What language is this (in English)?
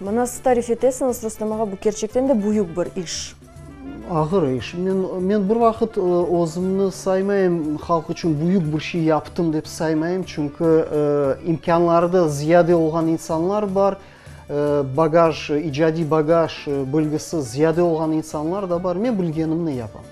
Crimean Tatar